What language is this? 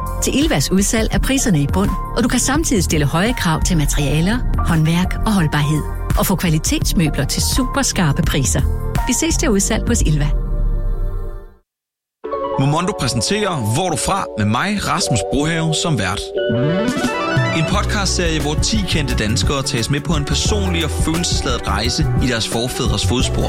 Danish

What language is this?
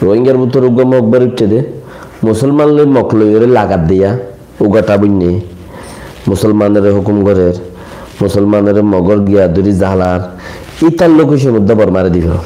Rohingya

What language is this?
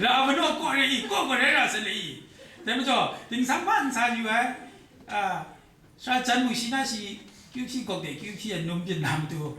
Kachin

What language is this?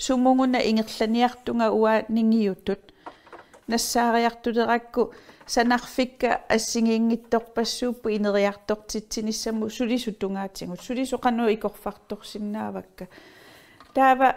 Kalaallisut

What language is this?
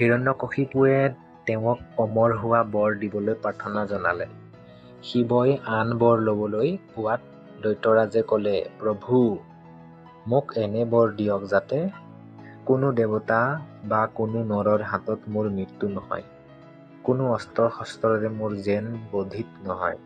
Assamese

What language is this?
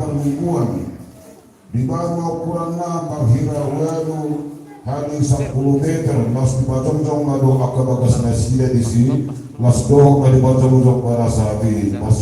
Batak Toba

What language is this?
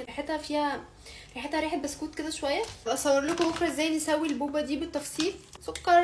Egyptian Arabic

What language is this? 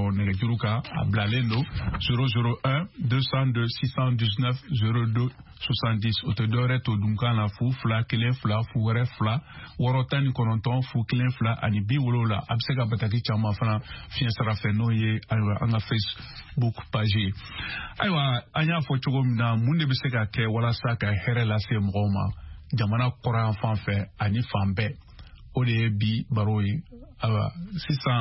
Bambara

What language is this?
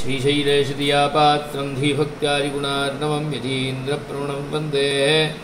Sanskrit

